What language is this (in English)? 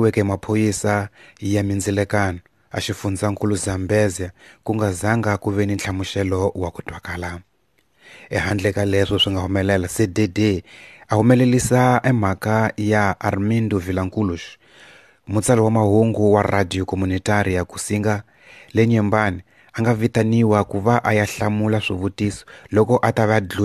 Tsonga